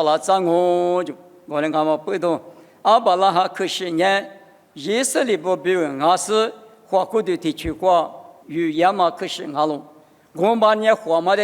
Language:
Lisu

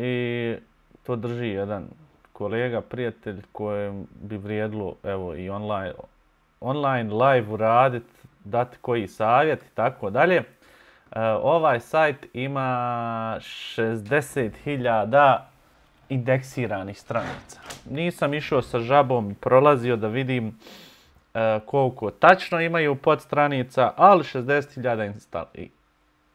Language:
Bosnian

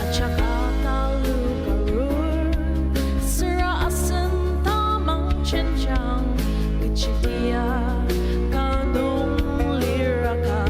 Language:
Ao Naga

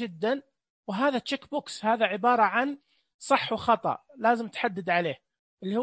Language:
Najdi Arabic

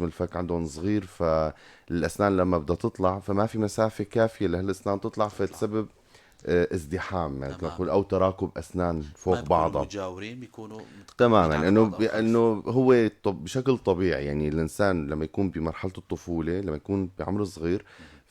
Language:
North Levantine Arabic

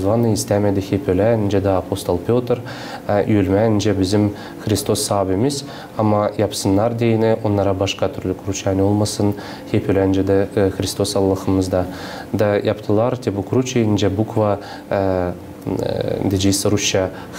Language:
Gagauz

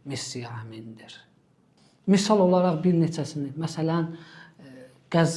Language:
Azerbaijani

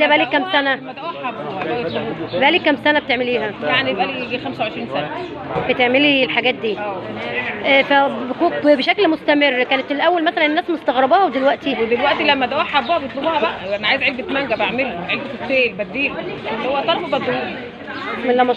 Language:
Egyptian Arabic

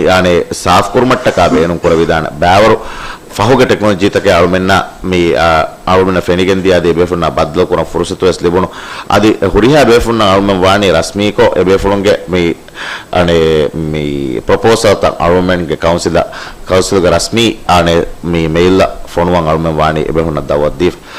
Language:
Divehi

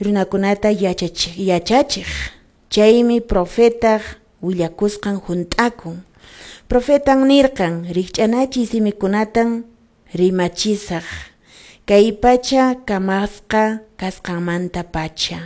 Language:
Quechua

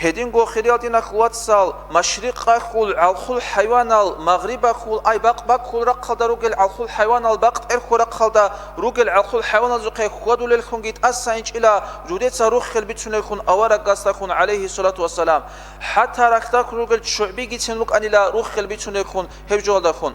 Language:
Avaric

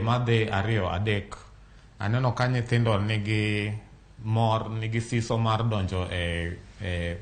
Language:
Luo (Kenya and Tanzania)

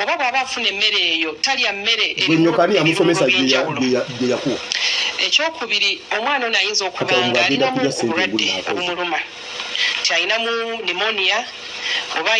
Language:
Ganda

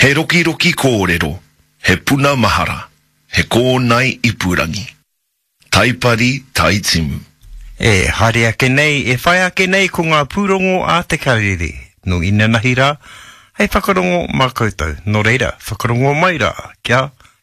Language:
Māori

